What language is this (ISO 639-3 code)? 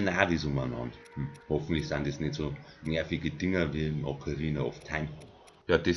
bar